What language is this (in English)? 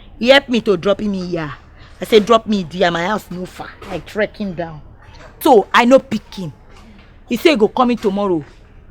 Nigerian Pidgin